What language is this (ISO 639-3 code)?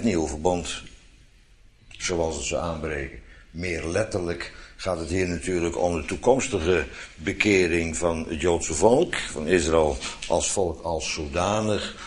nld